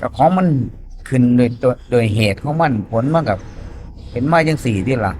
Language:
Northeastern Thai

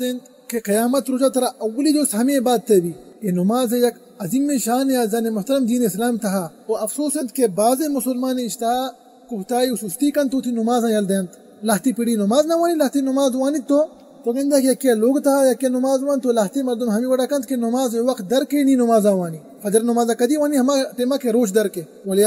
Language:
Baluchi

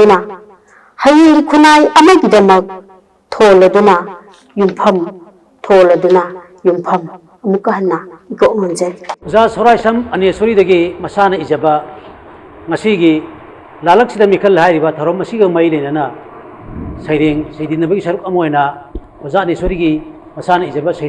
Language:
Manipuri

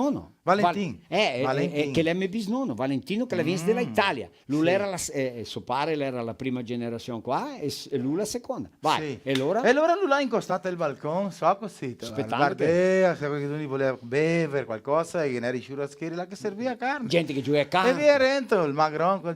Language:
Venetian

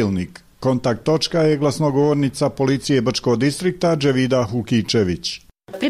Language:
Bosnian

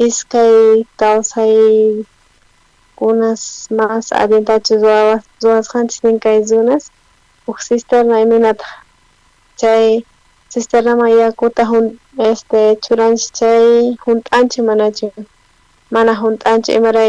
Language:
South Bolivian Quechua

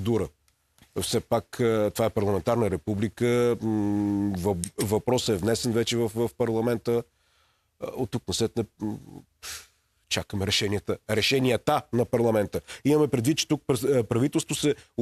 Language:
Bulgarian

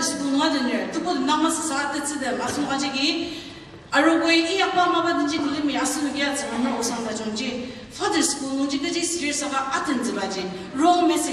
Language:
Ao Naga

